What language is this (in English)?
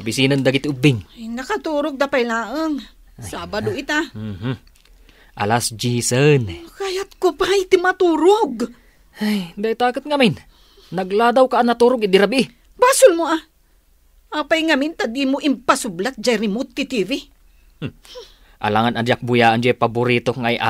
Iloko